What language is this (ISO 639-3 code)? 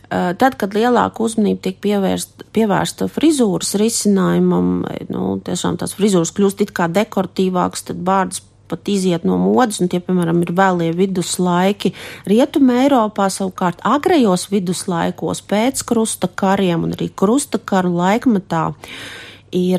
lav